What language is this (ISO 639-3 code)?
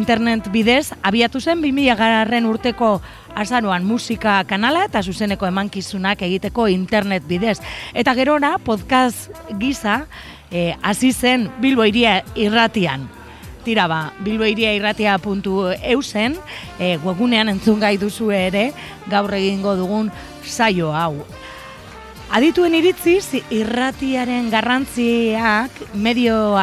eus